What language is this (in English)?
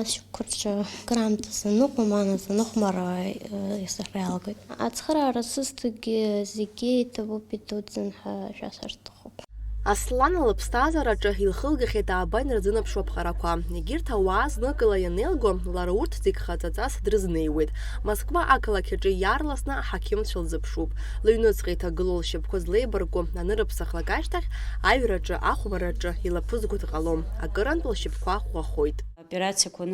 Abkhazian